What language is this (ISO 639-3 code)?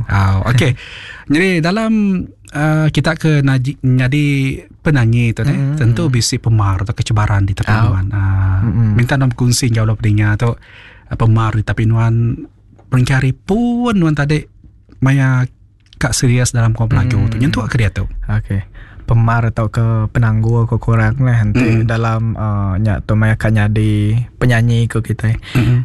iba